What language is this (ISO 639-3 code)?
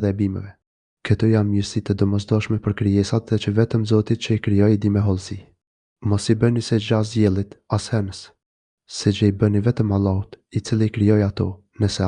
sqi